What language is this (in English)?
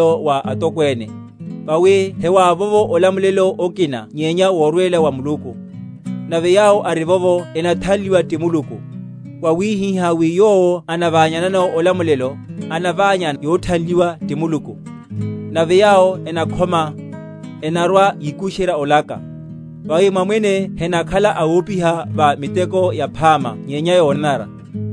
Makhuwa